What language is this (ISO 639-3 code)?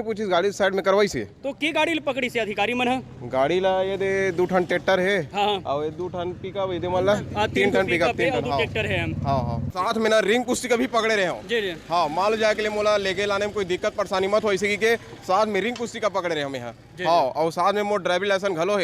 hne